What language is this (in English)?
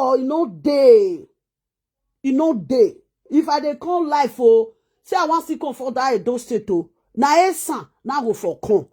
Nigerian Pidgin